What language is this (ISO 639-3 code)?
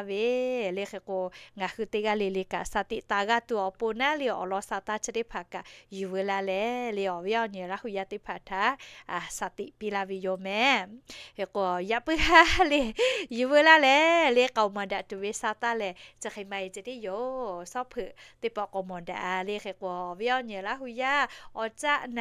lhu